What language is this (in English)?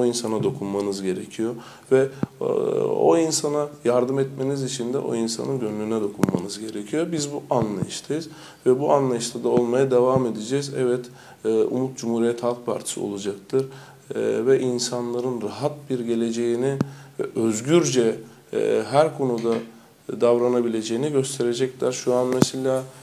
Turkish